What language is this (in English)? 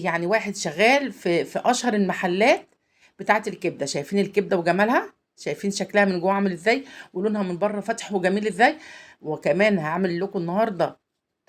Egyptian Arabic